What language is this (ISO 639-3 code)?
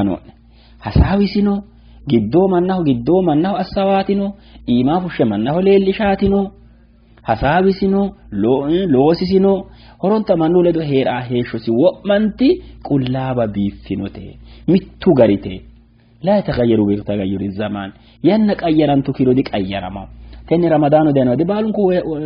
sid